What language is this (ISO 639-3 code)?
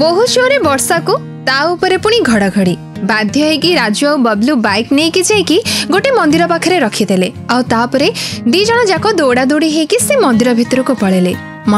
ori